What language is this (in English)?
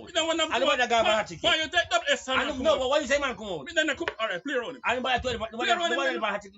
Jamaican Creole English